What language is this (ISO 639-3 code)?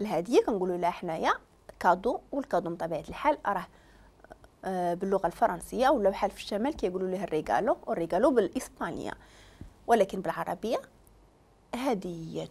ary